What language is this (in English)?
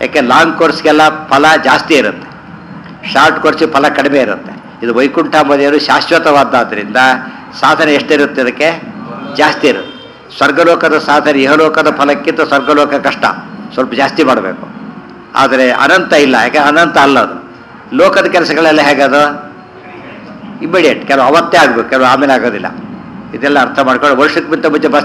Kannada